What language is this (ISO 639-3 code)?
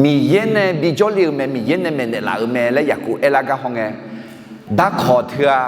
ahk